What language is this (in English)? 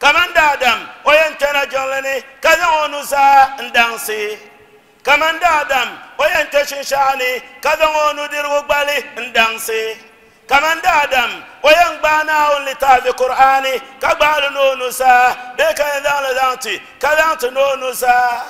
Dagbani